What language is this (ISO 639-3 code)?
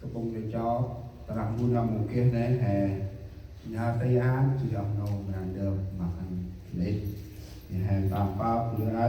cmo